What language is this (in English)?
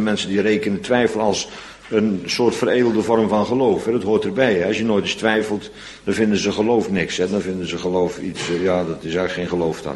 Dutch